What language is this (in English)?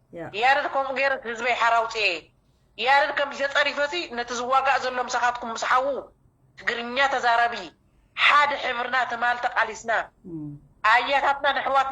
Tigrinya